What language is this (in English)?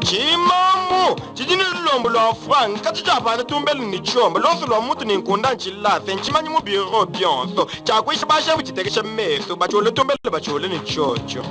Luba-Lulua